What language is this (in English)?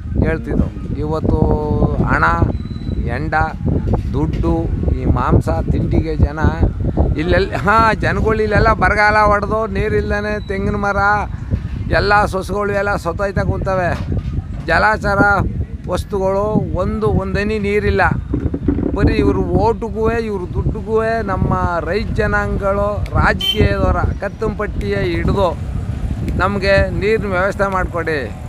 Kannada